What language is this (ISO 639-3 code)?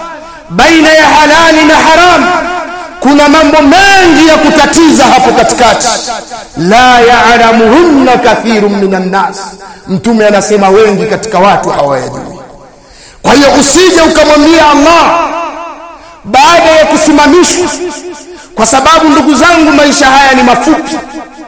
swa